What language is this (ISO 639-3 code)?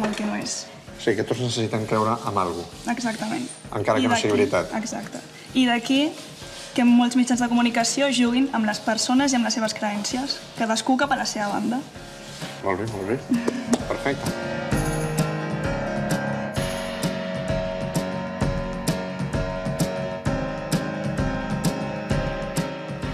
cat